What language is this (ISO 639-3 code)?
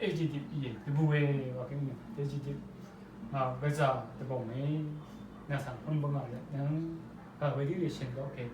raw